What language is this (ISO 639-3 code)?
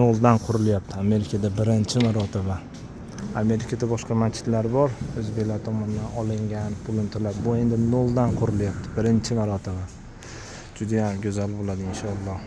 uzb